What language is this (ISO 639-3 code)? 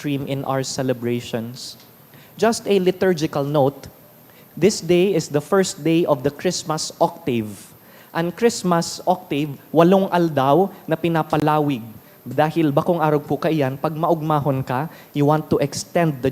bik